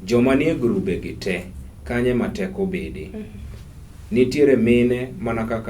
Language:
Luo (Kenya and Tanzania)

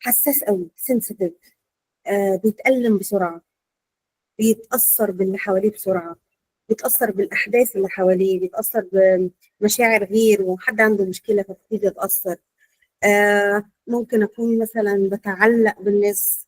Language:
Egyptian Arabic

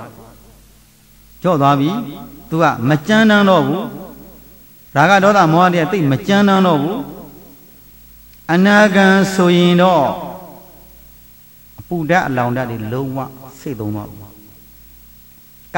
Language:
Burmese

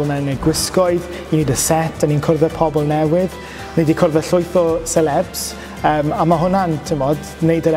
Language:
Welsh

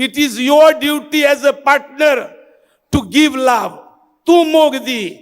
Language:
Konkani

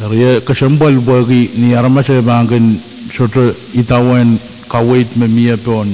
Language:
Pohnpeian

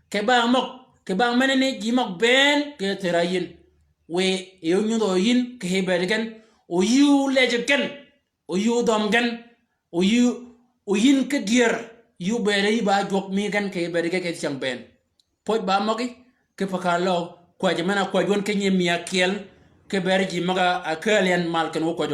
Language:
Shilluk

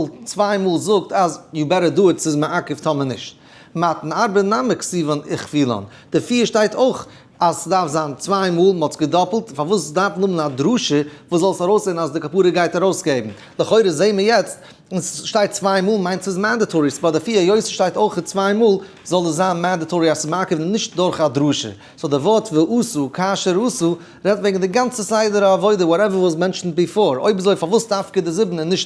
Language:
Yiddish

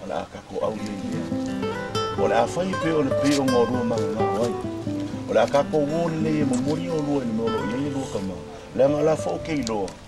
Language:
Samoan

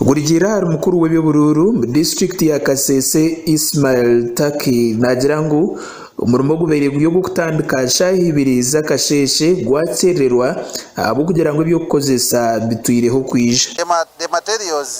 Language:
Nyankole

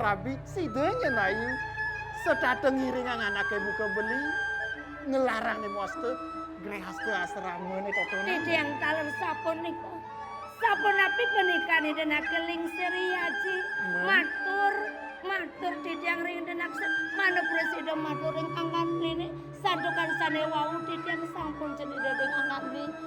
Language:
Balinese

